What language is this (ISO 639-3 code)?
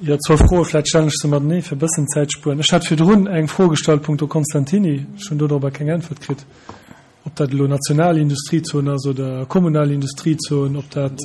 ltz